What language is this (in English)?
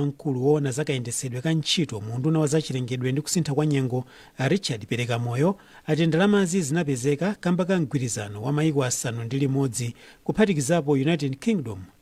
Nyanja